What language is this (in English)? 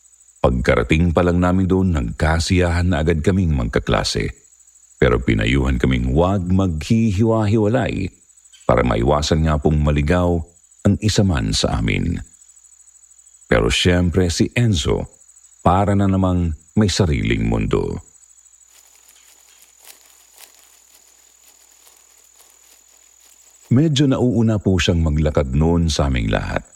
Filipino